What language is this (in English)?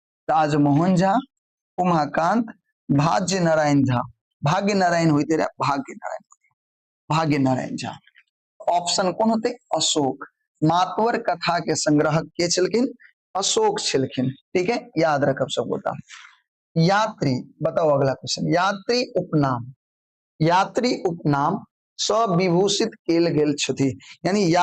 Maithili